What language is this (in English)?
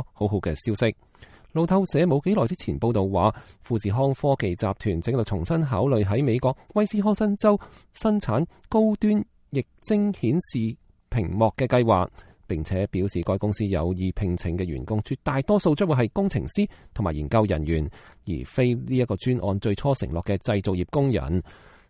Cantonese